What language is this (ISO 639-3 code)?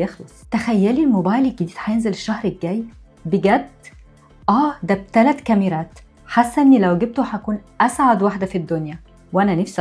arz